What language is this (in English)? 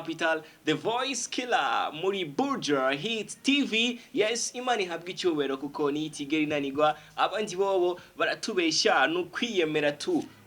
Rundi